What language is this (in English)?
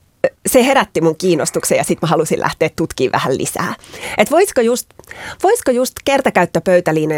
Finnish